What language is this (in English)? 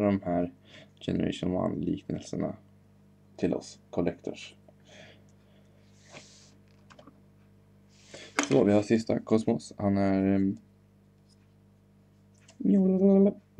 Swedish